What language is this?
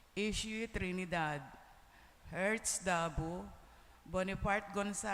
Pampanga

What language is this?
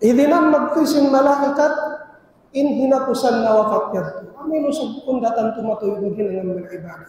Tausug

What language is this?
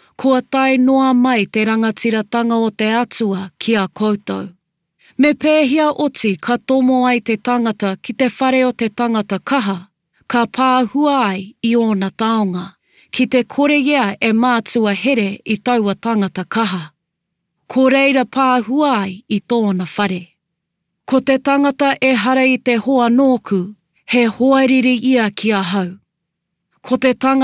Māori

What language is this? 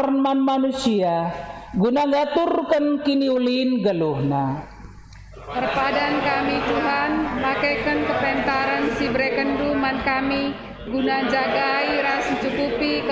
Batak Karo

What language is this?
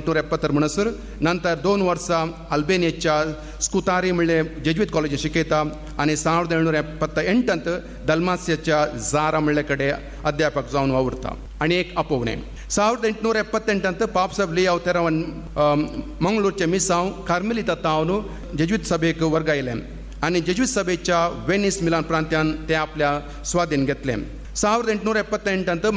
Konkani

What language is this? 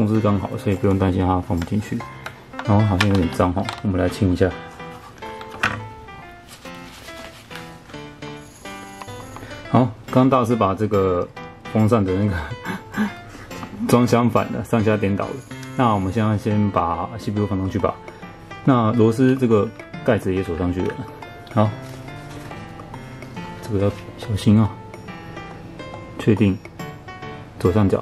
Chinese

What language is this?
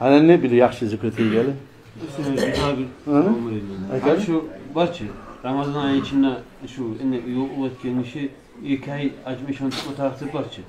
Kumyk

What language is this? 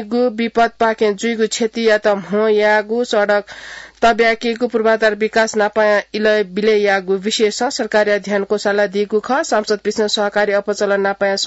Newari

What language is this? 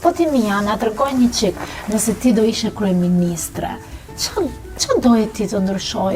Albanian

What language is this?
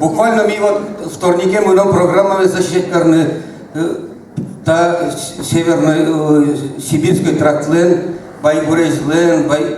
Udmurt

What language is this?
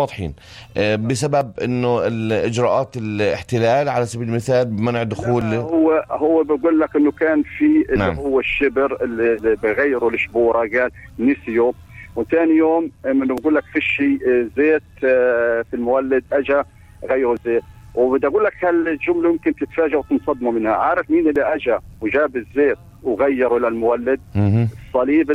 North Levantine Arabic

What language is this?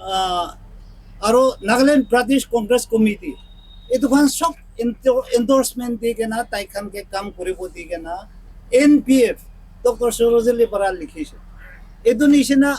Naga Pidgin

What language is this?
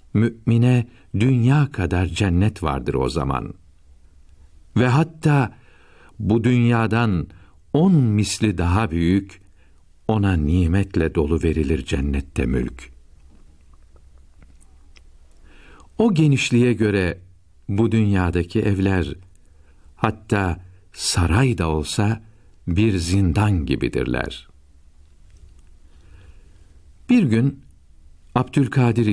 Turkish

